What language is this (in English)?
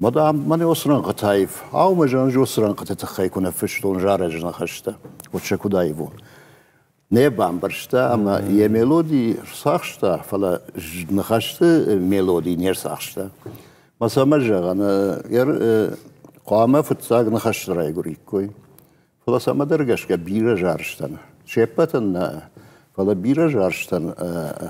Ossetic